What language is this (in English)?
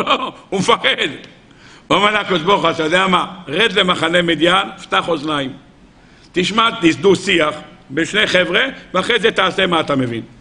Hebrew